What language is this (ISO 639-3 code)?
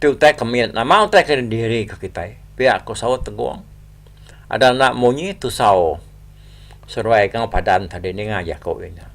iba